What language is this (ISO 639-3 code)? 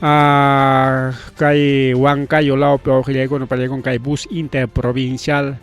quy